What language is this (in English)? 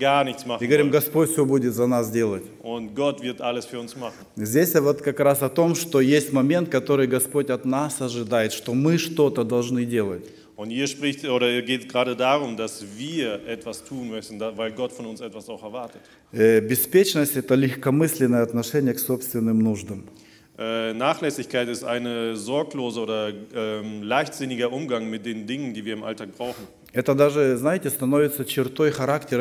Russian